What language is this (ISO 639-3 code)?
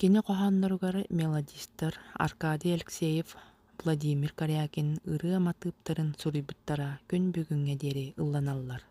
sah